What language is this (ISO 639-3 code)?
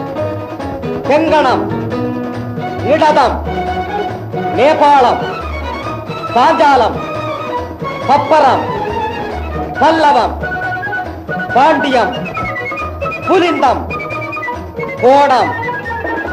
tam